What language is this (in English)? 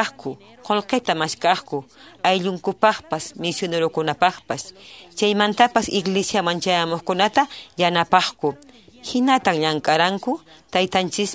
Quechua